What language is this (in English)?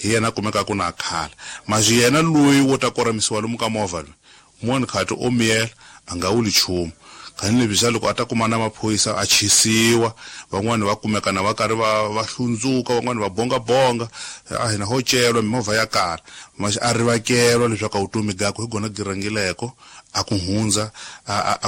Tsonga